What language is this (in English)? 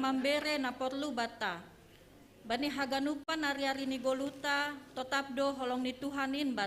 Batak Simalungun